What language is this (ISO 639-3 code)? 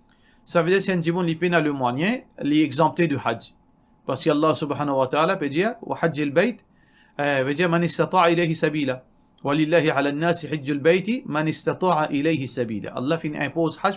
mfe